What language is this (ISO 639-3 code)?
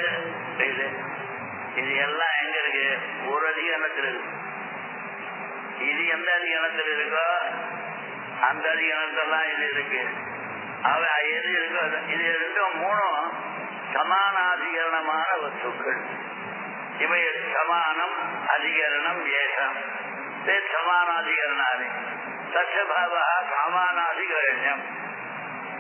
tam